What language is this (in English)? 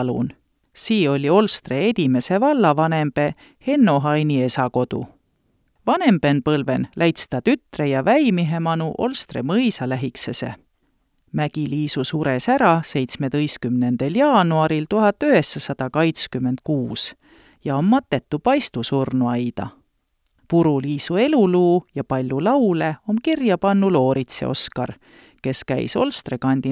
Estonian